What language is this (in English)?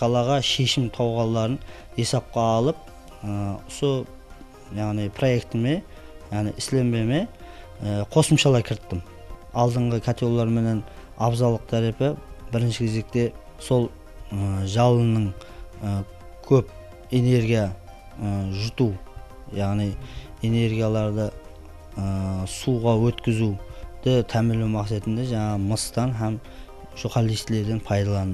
Kara-Kalpak